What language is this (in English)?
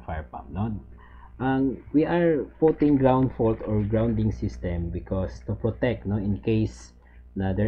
Filipino